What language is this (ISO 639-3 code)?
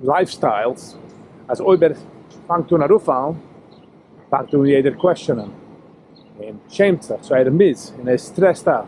yid